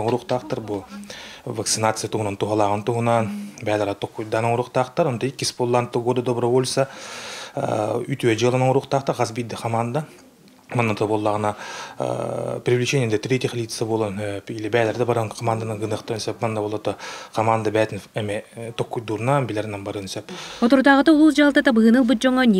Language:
Yakut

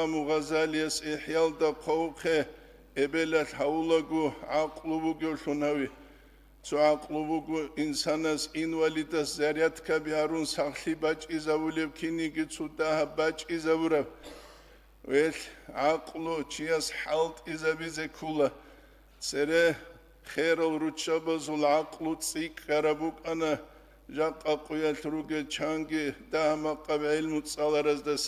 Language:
Avaric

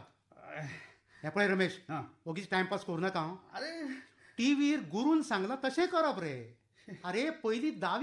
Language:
Konkani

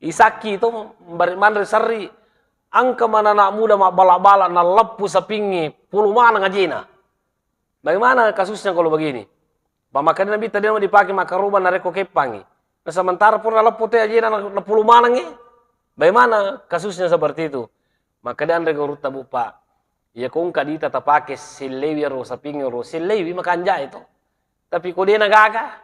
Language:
Buginese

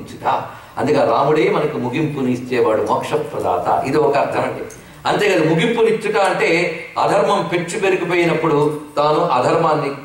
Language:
Telugu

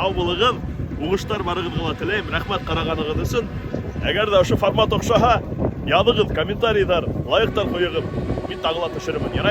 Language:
Bashkir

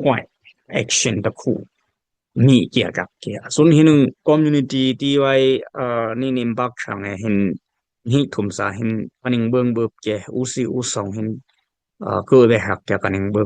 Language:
Dimasa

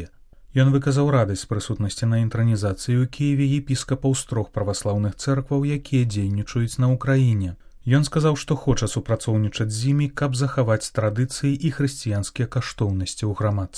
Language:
Belarusian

